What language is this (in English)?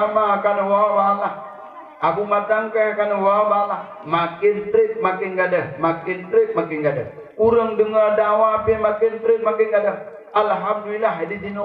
Achinese